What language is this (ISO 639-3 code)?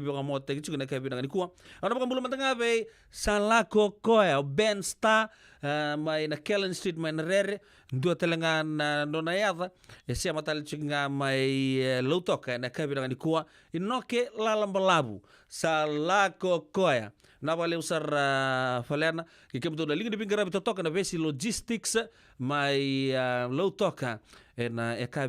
fij